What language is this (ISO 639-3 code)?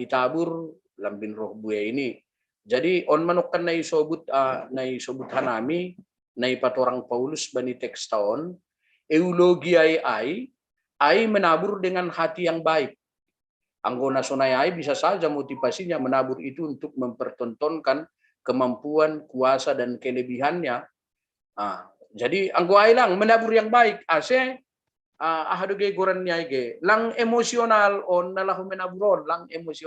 bts